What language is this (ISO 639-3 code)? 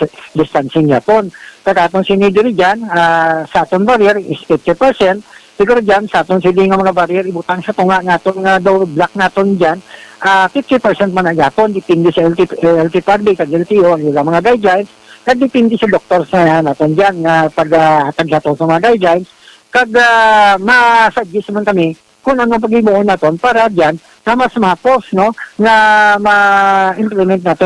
hil